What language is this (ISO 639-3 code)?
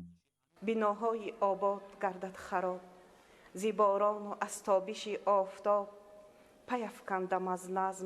tgk